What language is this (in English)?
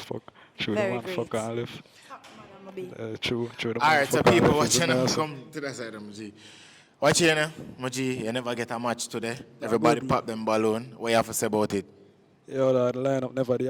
Jamaican Creole English